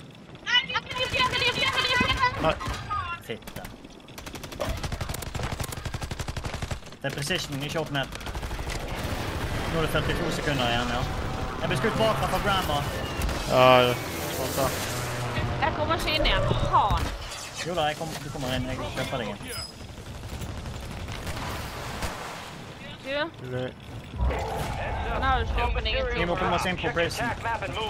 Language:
Norwegian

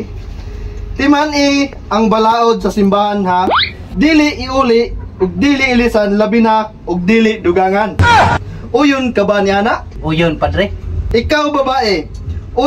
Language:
Cebuano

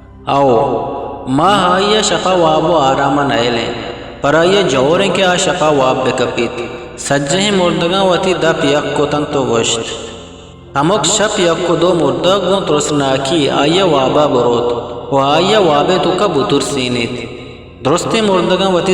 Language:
Eastern Balochi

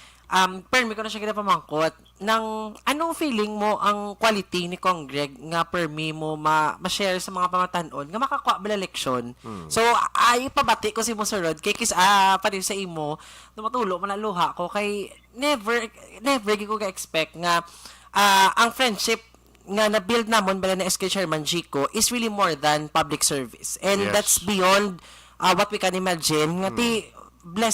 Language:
Hiligaynon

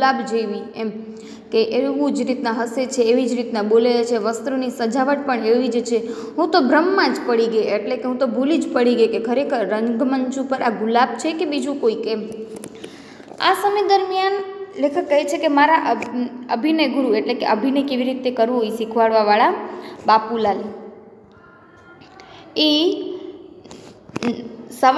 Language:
Gujarati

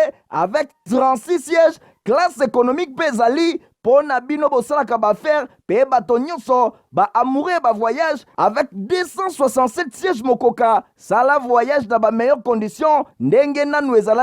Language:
Lingala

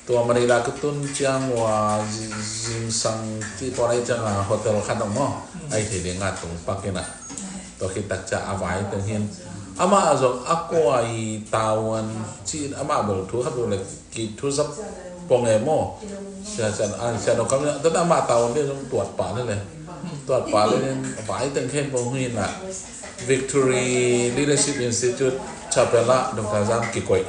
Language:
Tedim Chin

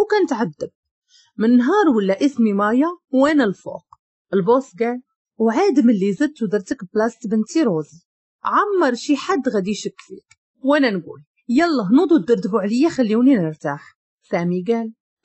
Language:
Moroccan Arabic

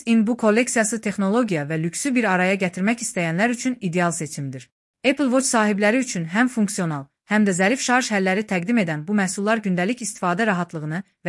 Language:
Azerbaijani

